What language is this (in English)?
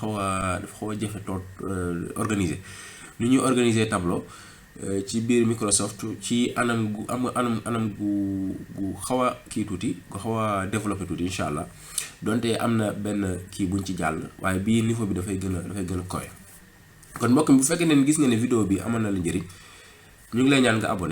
Wolof